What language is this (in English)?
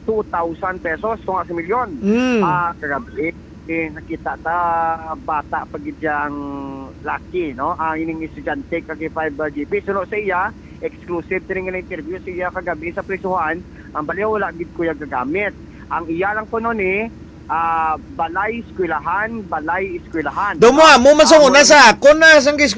Hiligaynon